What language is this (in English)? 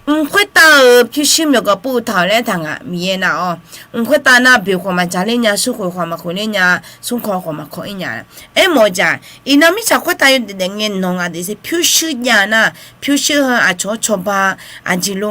Akha